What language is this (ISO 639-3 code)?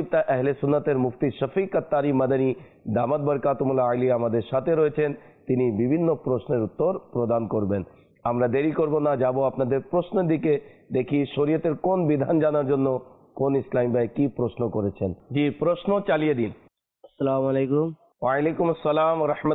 ben